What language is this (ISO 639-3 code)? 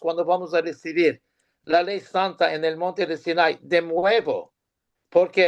lad